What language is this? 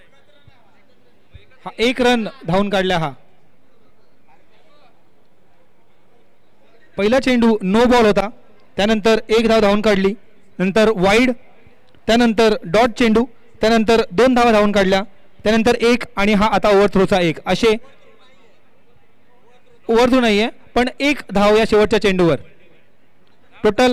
Marathi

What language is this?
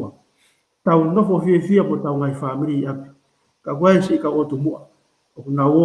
Tongan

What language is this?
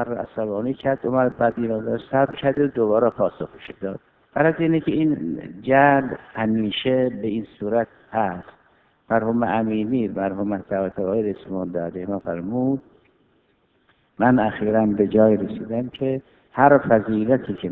Persian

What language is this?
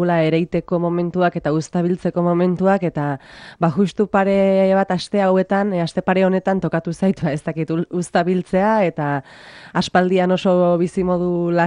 Basque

